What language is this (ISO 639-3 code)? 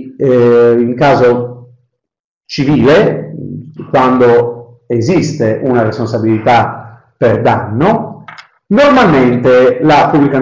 ita